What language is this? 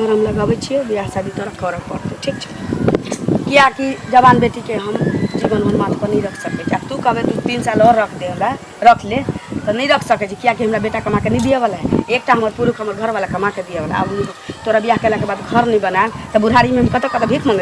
Maithili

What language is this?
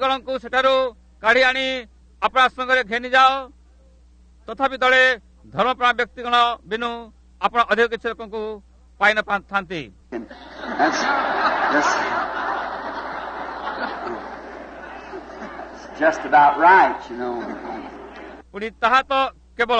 Odia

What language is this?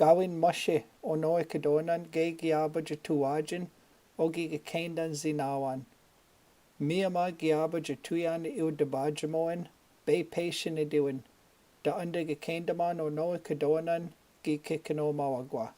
Chippewa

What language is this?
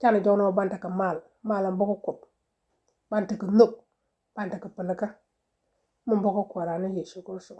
Nuer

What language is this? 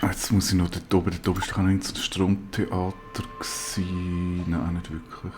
Swiss German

